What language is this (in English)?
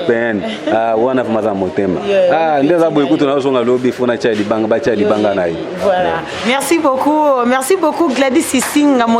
Lingala